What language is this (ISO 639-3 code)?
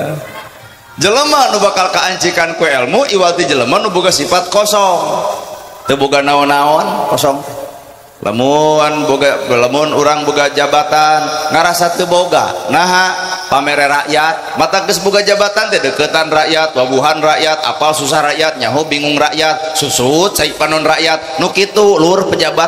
sun